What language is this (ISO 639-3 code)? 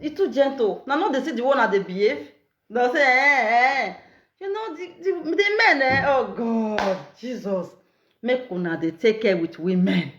pcm